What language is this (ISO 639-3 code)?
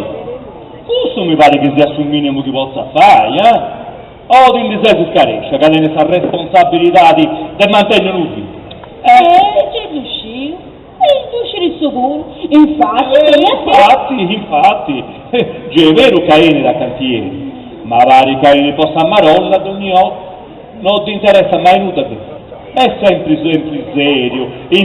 srd